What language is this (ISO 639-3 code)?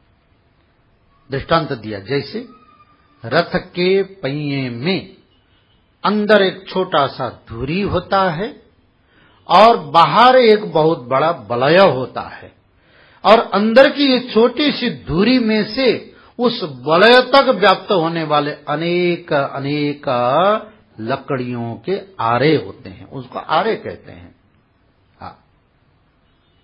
hin